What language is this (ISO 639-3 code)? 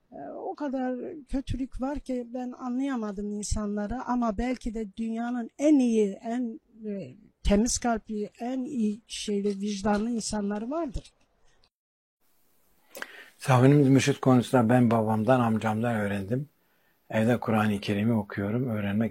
tur